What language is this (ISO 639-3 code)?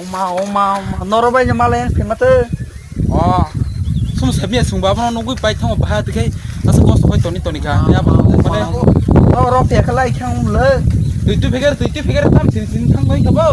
trp